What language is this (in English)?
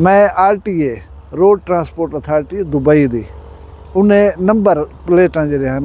Saraiki